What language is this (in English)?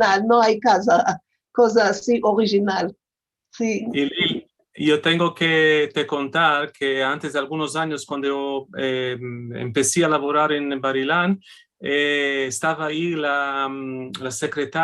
Ladino